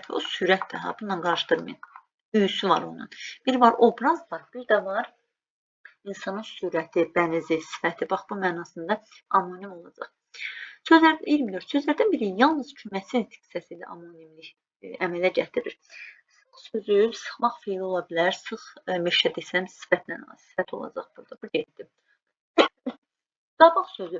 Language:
Azerbaijani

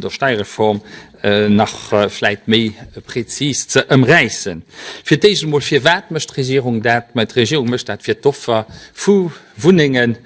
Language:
Luxembourgish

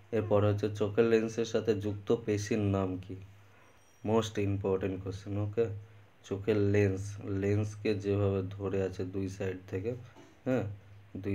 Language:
Bangla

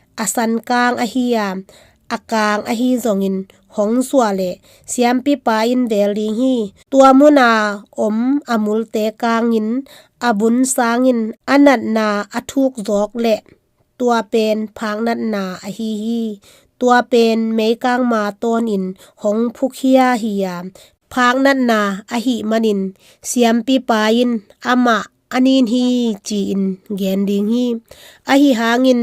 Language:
Tedim Chin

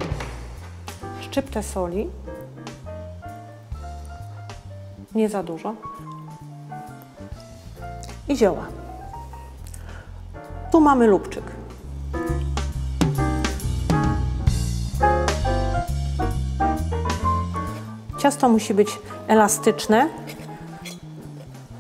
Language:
Polish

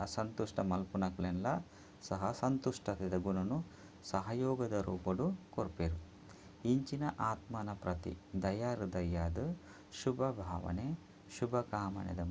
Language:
Tulu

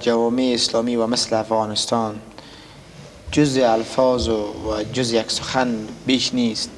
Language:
Persian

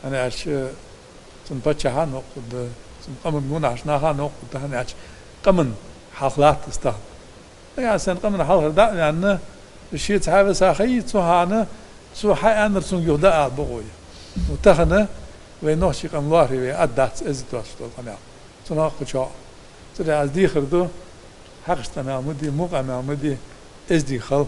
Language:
Ingush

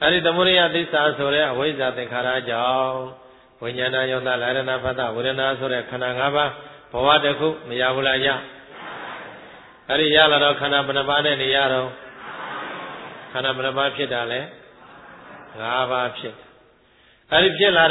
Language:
Burmese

